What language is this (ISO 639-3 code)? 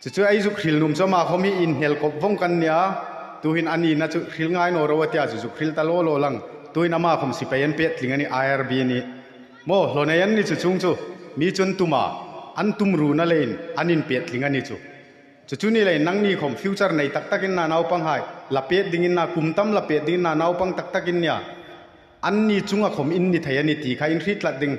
hmr